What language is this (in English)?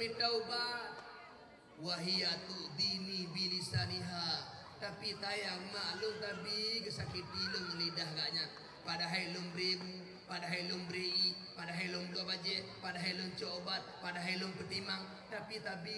Achinese